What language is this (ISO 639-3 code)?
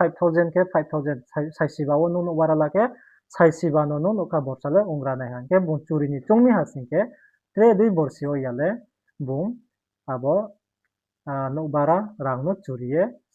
ria